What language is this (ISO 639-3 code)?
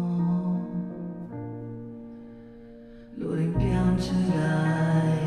ita